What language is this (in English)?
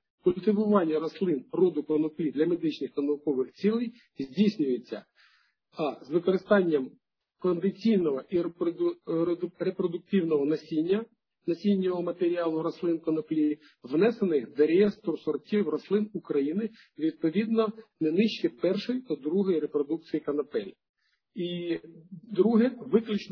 Ukrainian